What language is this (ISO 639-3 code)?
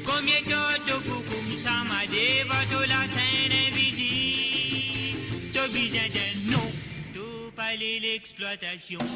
mfe